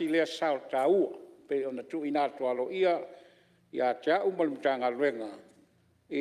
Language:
Samoan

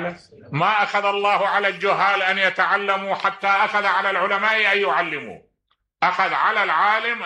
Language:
Mesopotamian Arabic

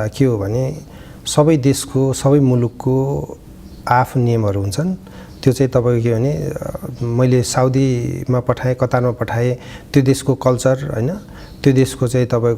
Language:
Nepali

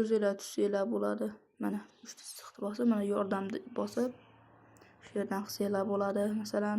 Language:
Uzbek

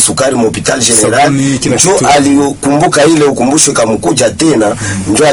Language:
Swahili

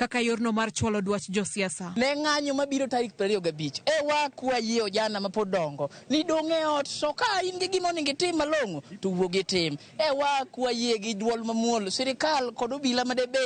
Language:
Luo (Kenya and Tanzania)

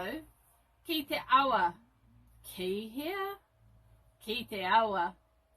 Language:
Māori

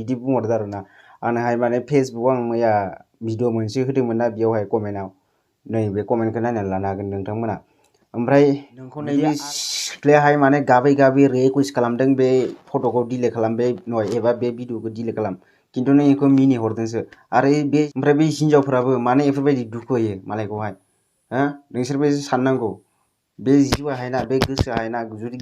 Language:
Bodo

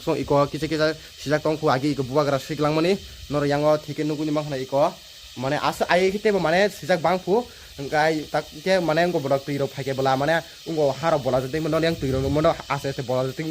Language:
Kok Borok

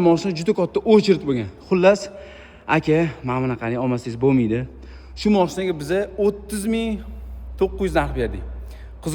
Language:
Uzbek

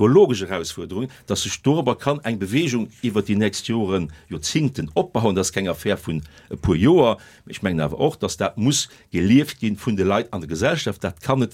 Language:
Luxembourgish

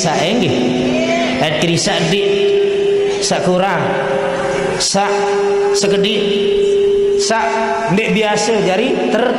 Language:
Sasak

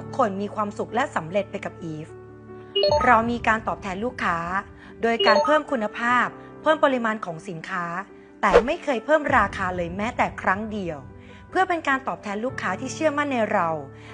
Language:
Thai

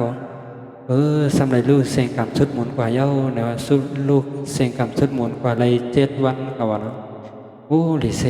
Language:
Shan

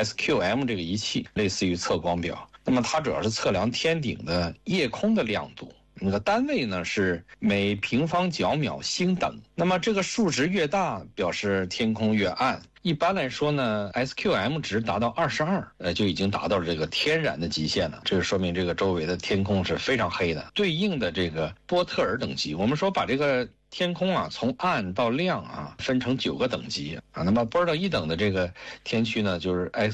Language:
Chinese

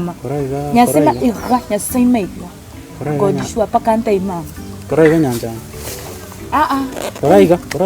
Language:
Gusii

